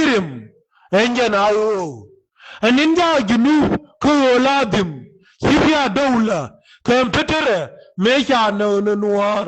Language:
Nuer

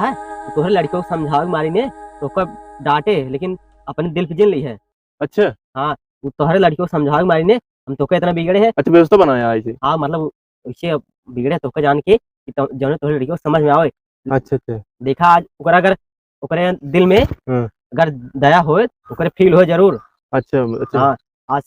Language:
Awadhi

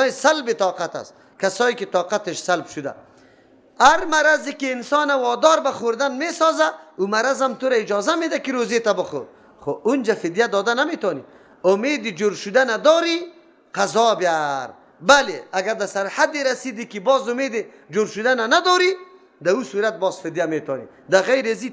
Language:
Persian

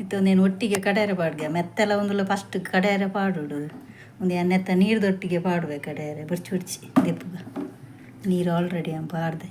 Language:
Tulu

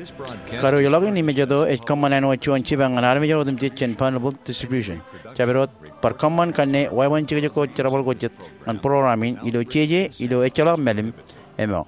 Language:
Marshallese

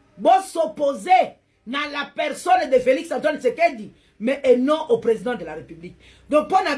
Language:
Lingala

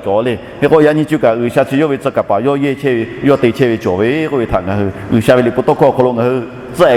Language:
Lahu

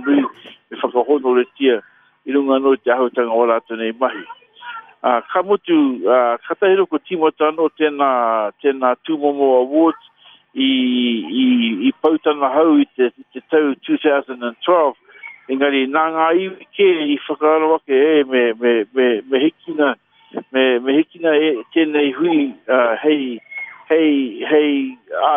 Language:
Māori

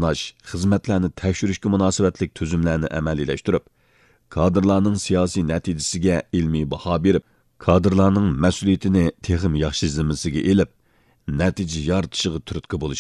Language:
Uyghur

